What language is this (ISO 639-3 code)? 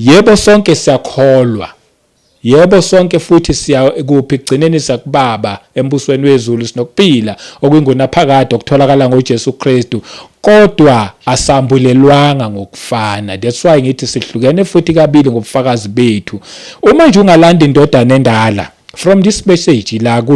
zul